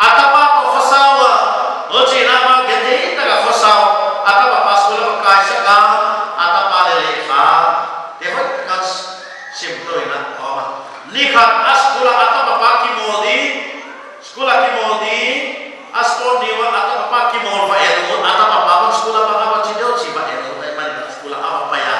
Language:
Paite Chin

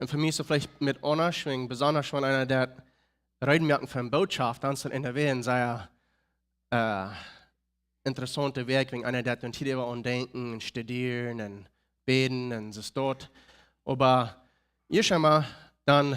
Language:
Plautdietsch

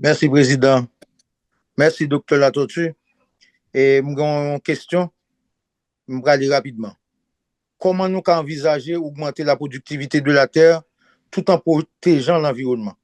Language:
Haitian Creole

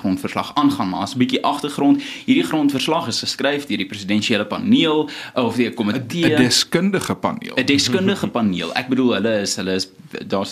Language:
Afrikaans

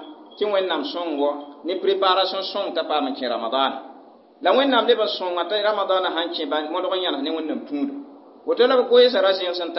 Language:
Mossi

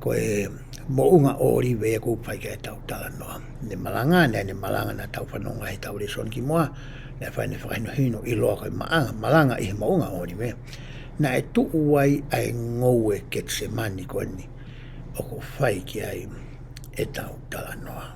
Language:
Tongan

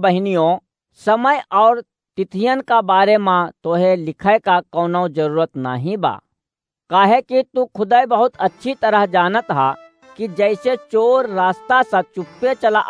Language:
Awadhi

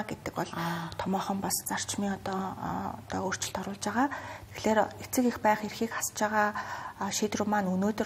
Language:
Mongolian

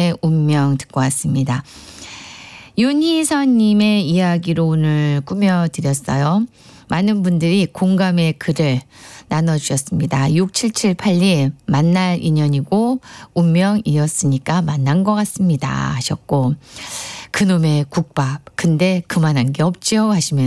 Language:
Korean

